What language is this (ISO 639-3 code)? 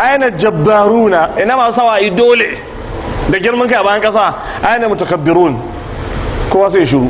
hau